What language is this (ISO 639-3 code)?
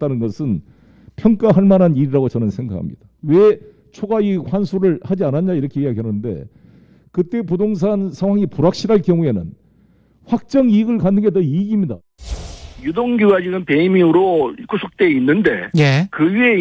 kor